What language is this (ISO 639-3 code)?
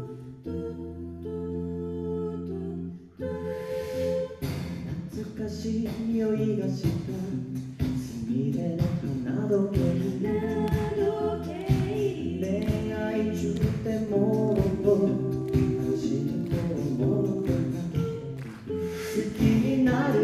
jpn